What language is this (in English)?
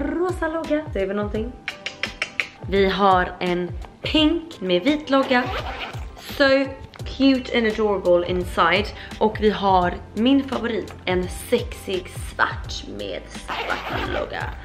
Swedish